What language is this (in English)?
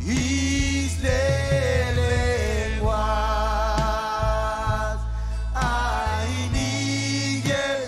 Marshallese